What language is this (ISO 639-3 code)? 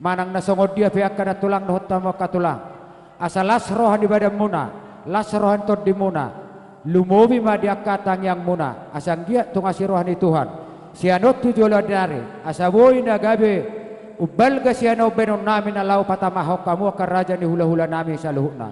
bbc